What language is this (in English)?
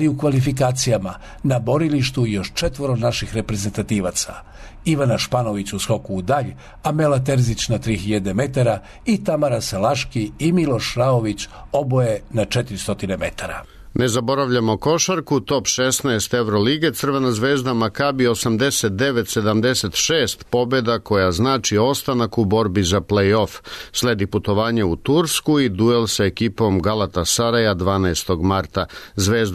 Serbian